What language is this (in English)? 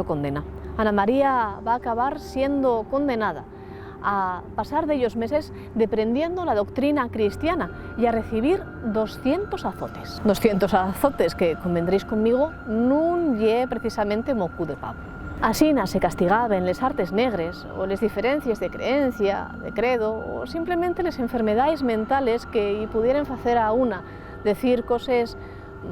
Asturian